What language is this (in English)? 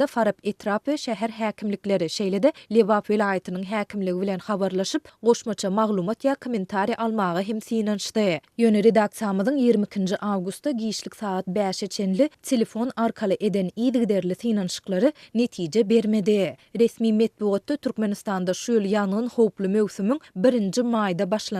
Turkmen